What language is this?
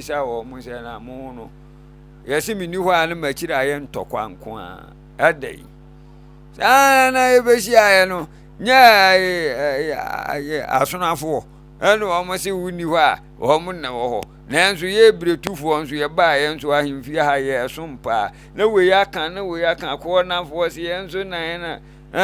Akan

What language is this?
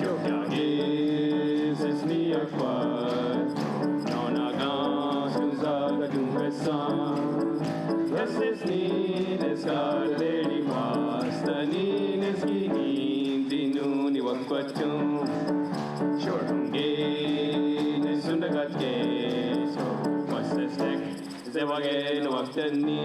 Mohawk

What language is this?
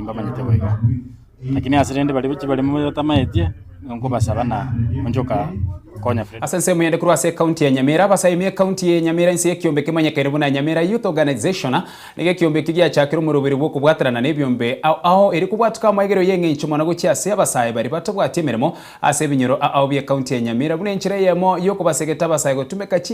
Gusii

